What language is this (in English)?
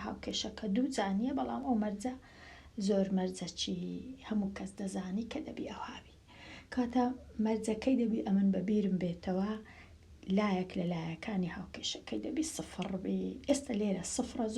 Central Kurdish